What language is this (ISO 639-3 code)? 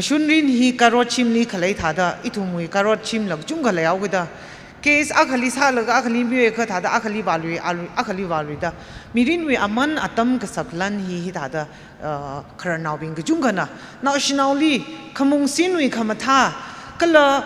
nmf